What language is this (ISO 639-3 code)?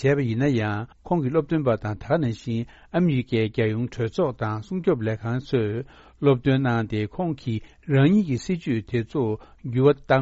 bod